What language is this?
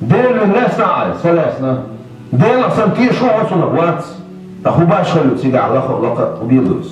Chechen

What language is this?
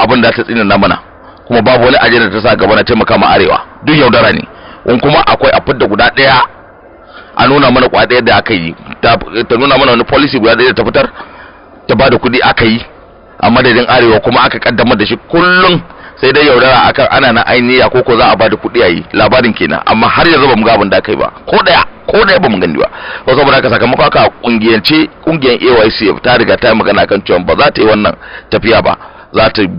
Hausa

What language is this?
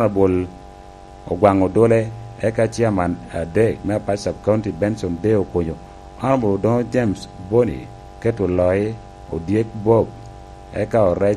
Lango (Uganda)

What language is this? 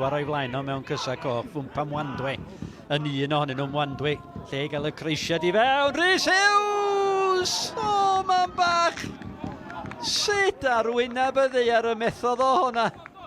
Welsh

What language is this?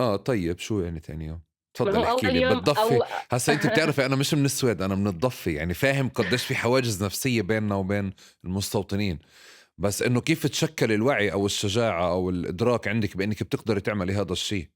North Levantine Arabic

